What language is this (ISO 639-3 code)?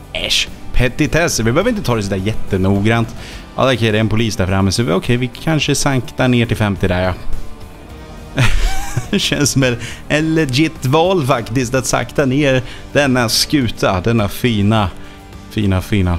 swe